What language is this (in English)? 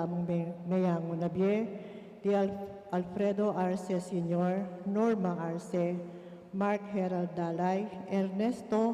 Pampanga